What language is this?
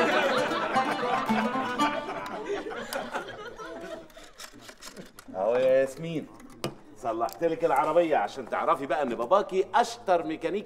Egyptian Arabic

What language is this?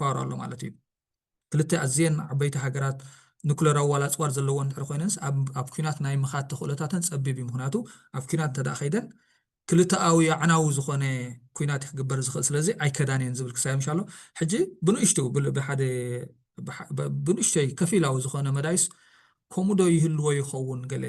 Tigrinya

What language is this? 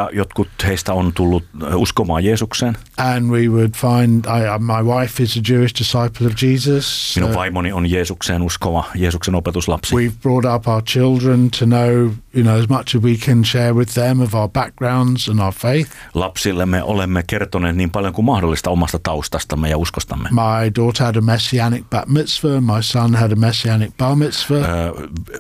Finnish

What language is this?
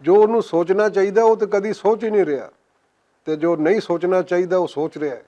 Western Panjabi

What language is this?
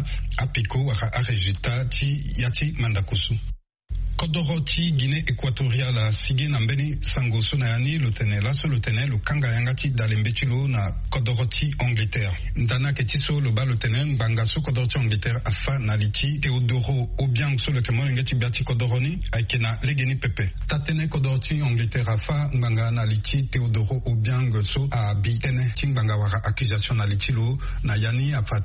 Sango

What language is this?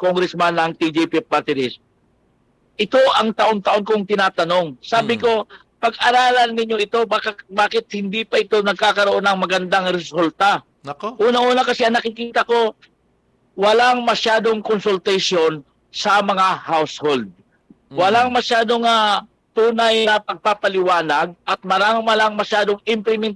Filipino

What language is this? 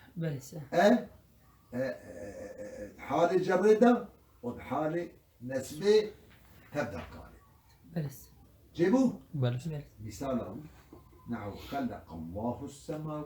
Kurdish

